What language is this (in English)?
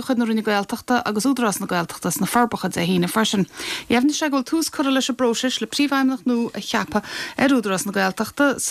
Irish